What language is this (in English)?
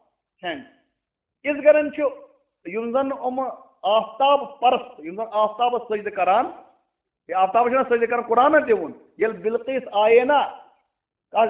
Kashmiri